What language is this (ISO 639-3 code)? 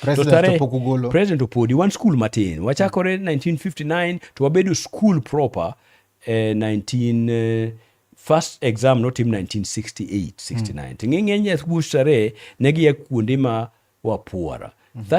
luo